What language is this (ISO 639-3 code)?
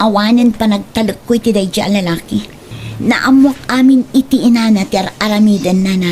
ilo